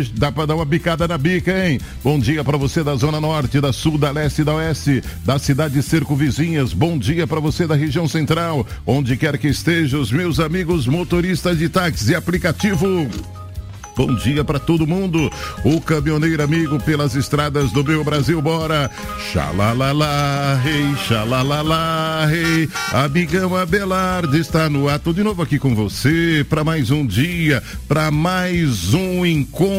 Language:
Portuguese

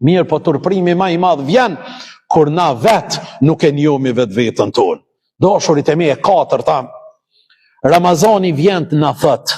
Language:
Albanian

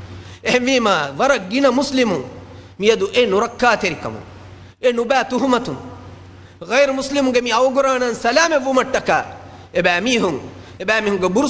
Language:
Divehi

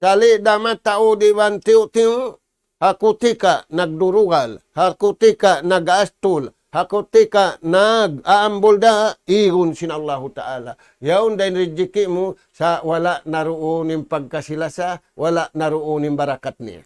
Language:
Tausug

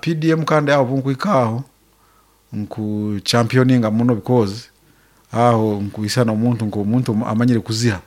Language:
Nyankole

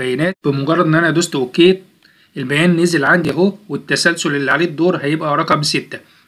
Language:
Egyptian Arabic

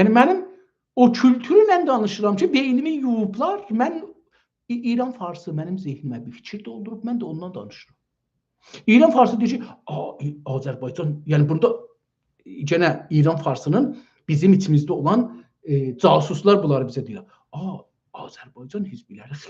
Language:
South Azerbaijani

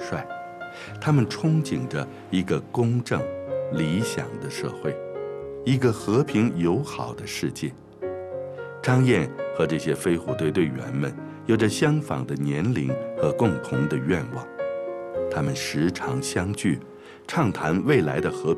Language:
Chinese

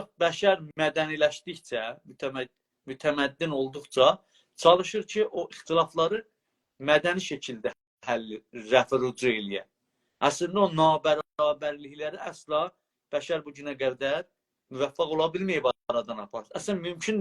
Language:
South Azerbaijani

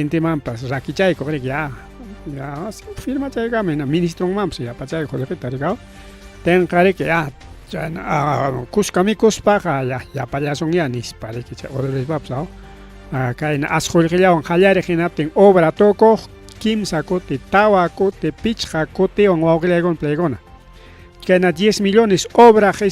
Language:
Ayacucho Quechua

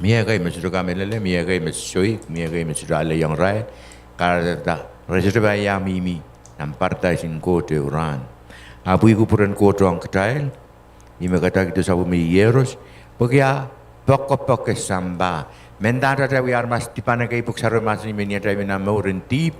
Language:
Pohnpeian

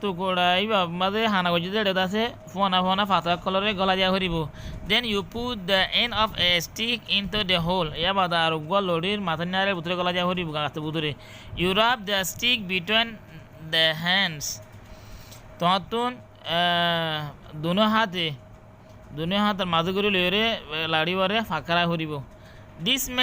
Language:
Rohingya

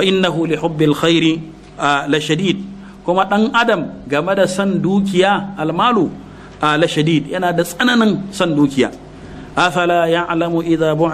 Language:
Hausa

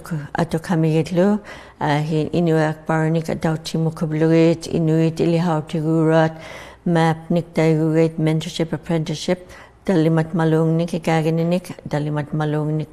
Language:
Inuktitut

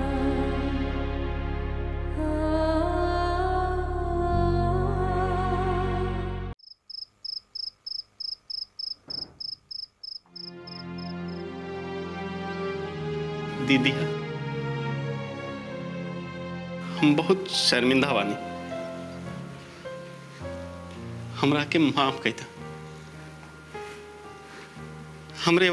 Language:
Bhojpuri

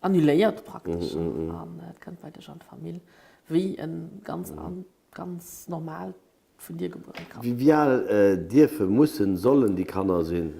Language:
Luxembourgish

